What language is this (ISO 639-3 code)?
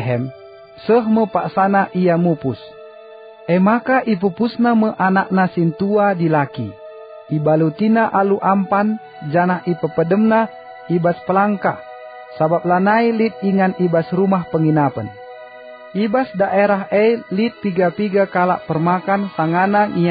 btx